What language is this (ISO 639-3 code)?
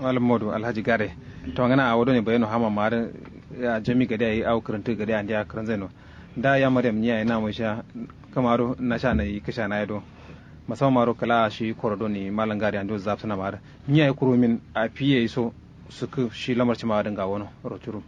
kau